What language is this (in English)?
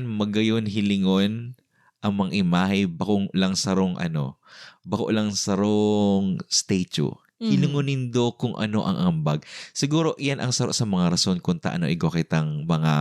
Bikol